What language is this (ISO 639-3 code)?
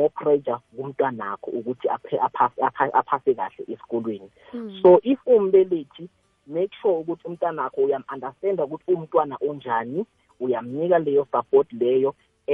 nbl